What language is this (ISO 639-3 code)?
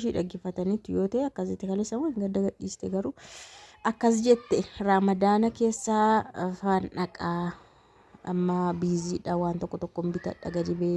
orm